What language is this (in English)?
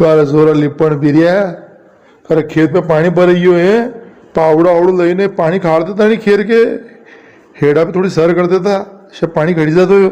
Rajasthani